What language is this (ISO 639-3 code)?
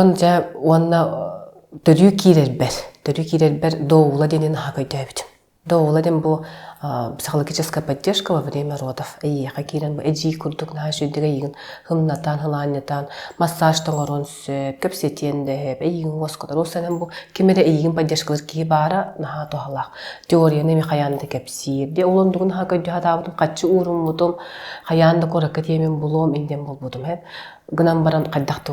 sah